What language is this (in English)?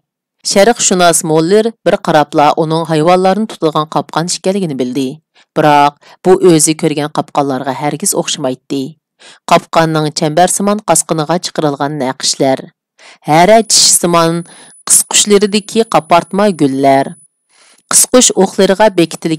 Uyghur